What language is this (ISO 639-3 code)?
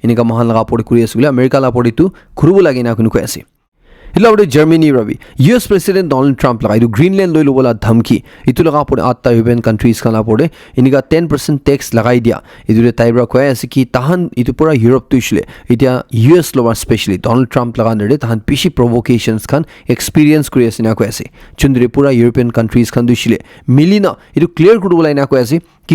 nag